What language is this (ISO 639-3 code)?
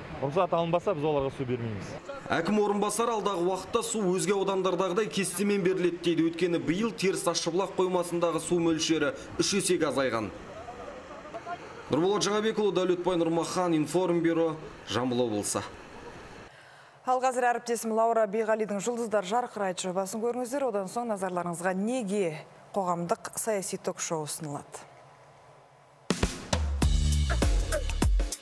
kaz